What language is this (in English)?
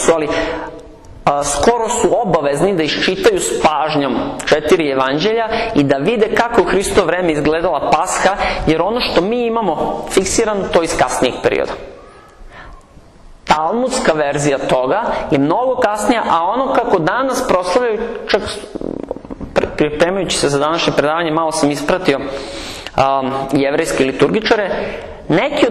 Serbian